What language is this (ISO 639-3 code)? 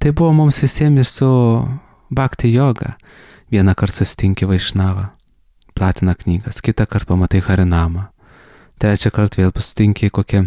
lit